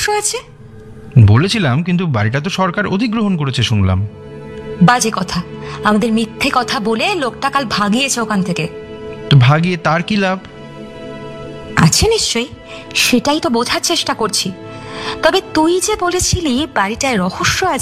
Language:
Bangla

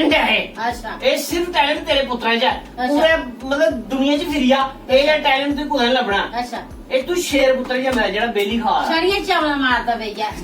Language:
Dogri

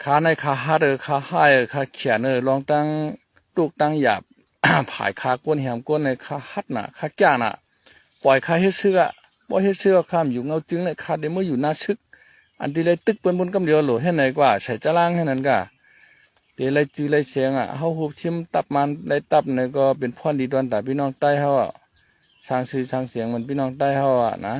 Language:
Shan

